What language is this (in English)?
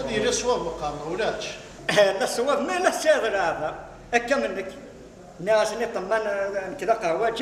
Kabyle